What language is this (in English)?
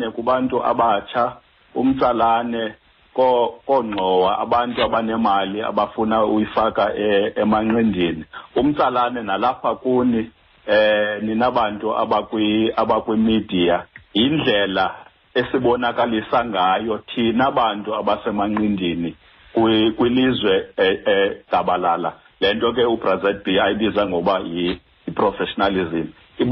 Xhosa